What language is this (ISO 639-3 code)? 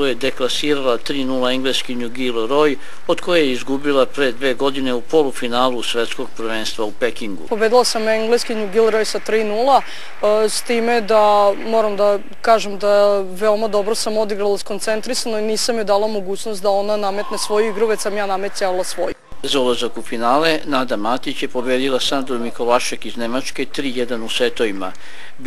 srp